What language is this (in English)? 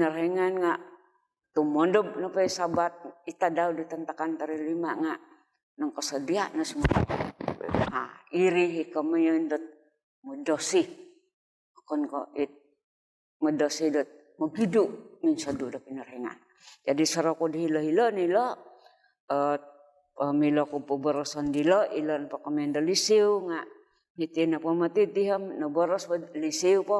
Central Dusun